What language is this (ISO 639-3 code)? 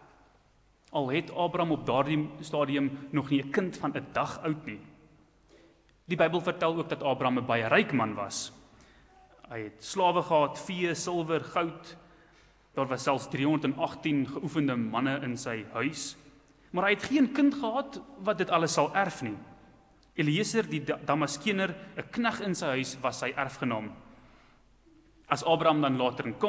afr